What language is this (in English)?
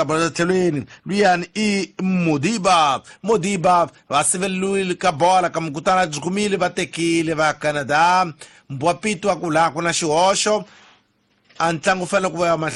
Tsonga